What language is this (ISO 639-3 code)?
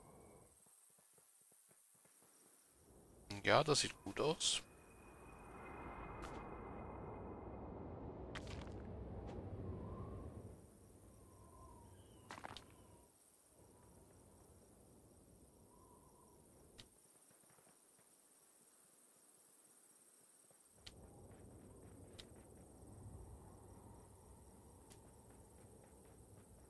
deu